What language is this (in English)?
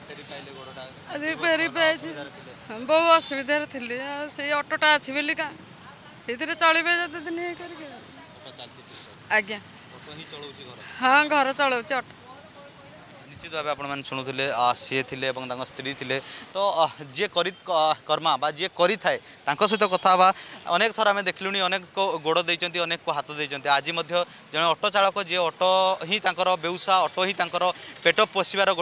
Odia